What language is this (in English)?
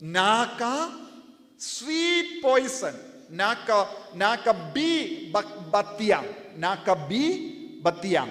Khasi